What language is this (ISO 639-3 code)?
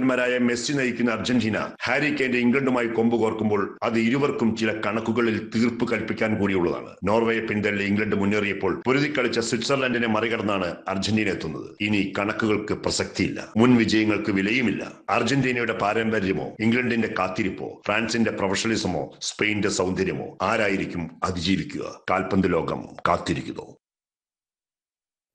mal